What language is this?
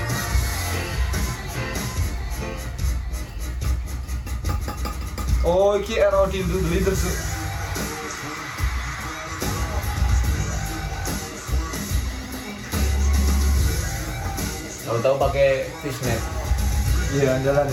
Indonesian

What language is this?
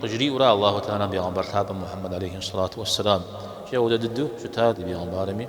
Kabardian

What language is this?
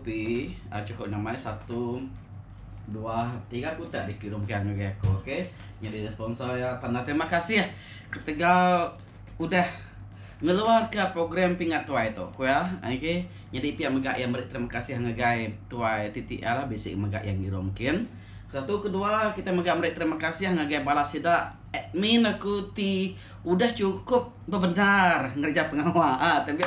Iban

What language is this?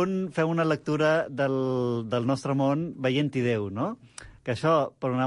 Catalan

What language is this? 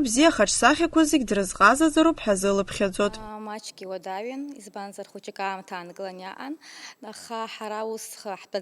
Abkhazian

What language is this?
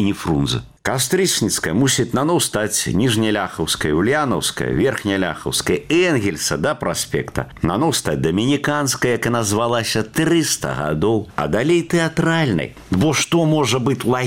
Belarusian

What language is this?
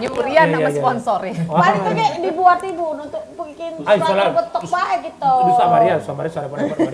Musi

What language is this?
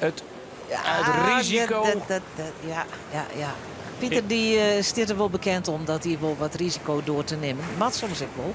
Western Frisian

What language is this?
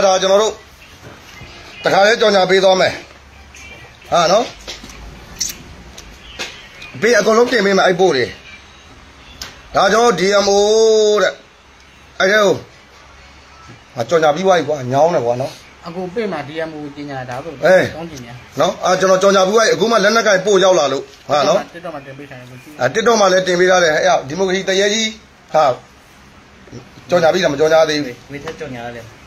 Burmese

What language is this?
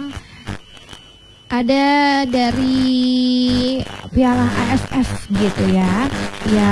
Indonesian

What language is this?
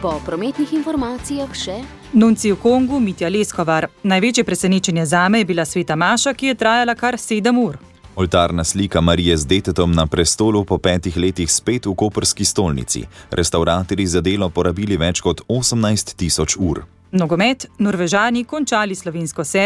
Slovenian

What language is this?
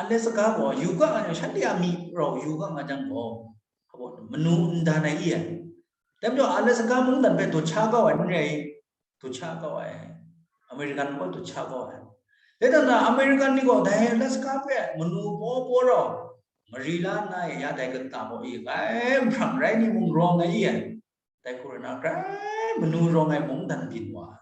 Kachin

